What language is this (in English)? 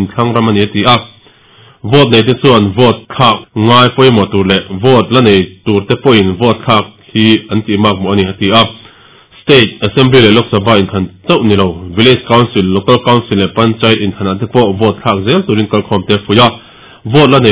Mizo